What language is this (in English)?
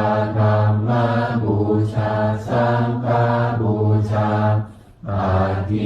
Pali